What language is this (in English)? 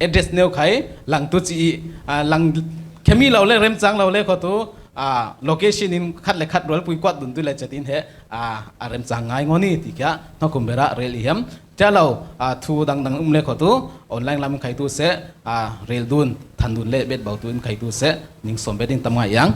Falam Chin